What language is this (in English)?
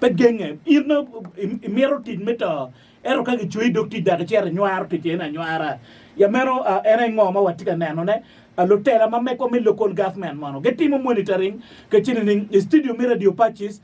Acoli